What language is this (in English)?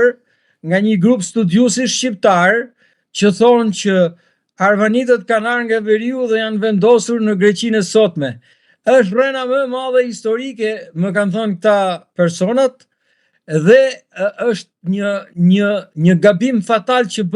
Albanian